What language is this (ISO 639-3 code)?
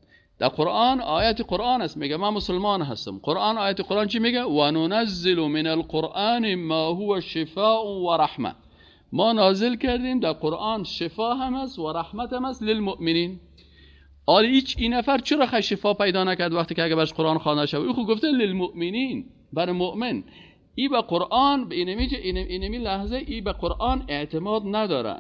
fas